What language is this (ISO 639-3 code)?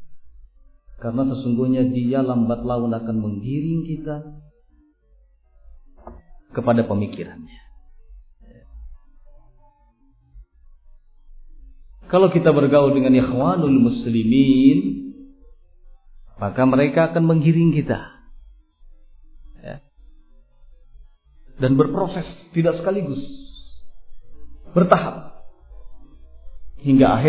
ind